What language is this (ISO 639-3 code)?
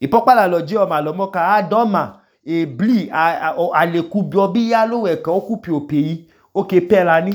idu